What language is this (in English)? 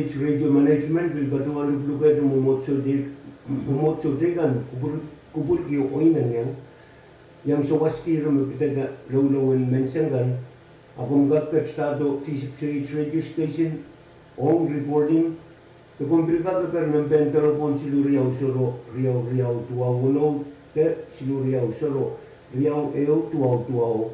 Pohnpeian